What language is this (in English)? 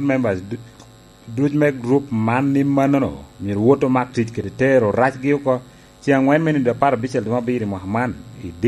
Lango (Uganda)